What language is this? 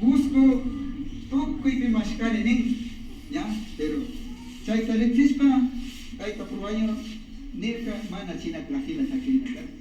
Imbabura Highland Quichua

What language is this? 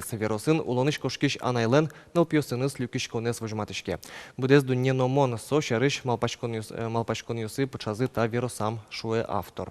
Udmurt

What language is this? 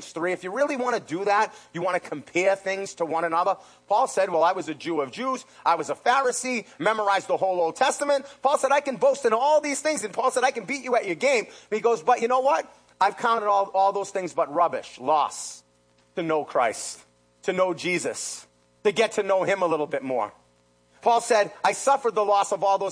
English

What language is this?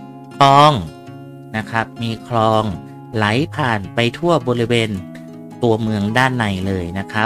Thai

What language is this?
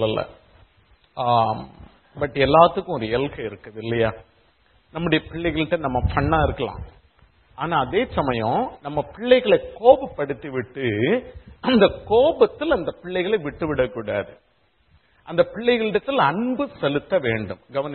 Tamil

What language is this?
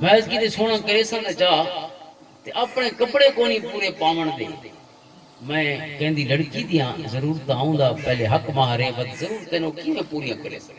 Western Panjabi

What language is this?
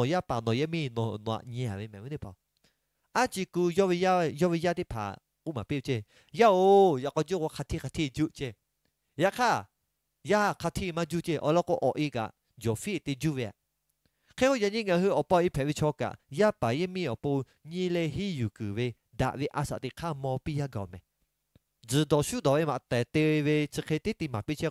Lahu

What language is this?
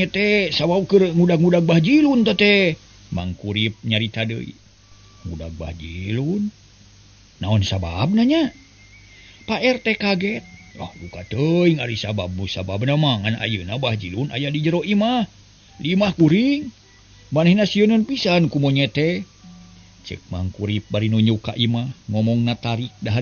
Sundanese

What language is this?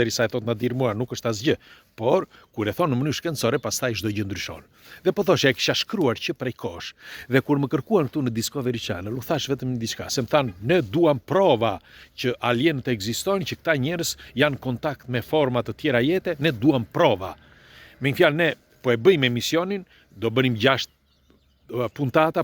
Albanian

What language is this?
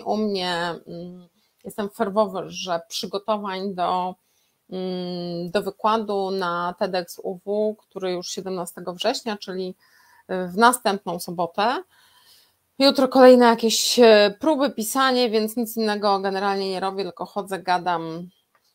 Polish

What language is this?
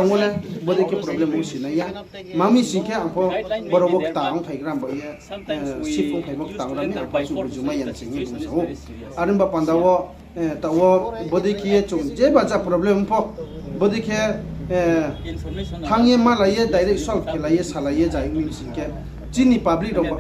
Riang (India)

